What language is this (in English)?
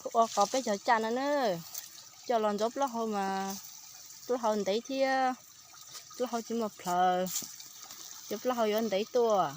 Hmong